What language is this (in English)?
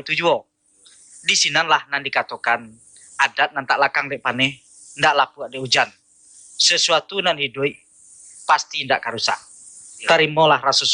Minangkabau